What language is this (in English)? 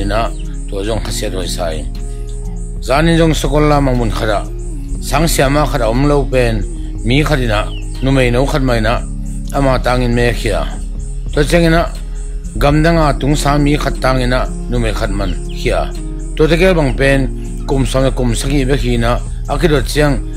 Tedim Chin